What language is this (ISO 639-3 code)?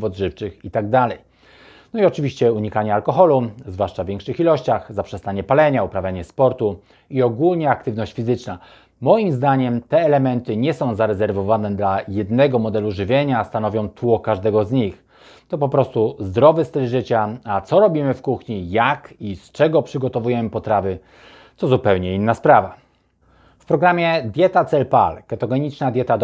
pol